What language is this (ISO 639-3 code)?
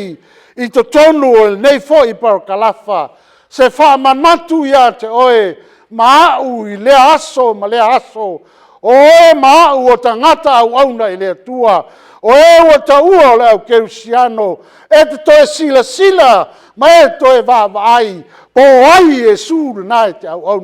smo